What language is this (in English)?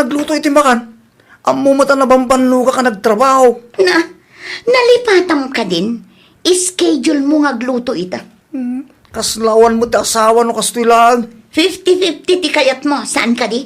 Iloko